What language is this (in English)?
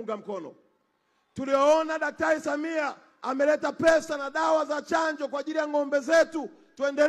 Swahili